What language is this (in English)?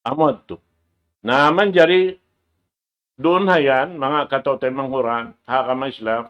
Tausug